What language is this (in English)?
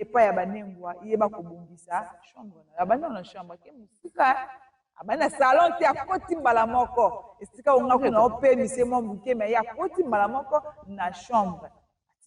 Lingala